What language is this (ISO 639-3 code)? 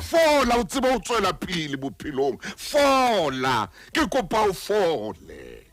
sot